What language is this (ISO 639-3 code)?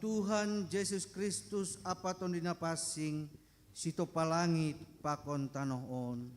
bts